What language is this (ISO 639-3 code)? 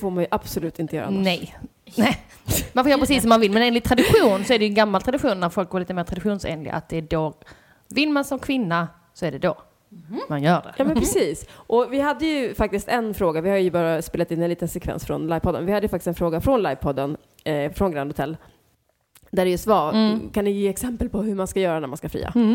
swe